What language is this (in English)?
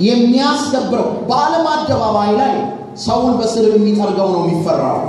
Amharic